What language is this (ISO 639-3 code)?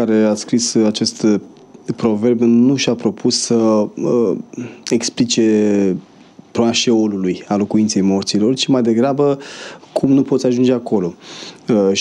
ron